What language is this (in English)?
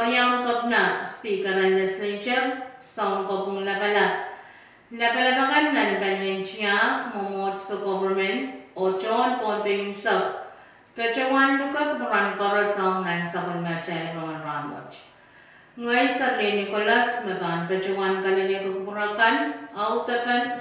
Pohnpeian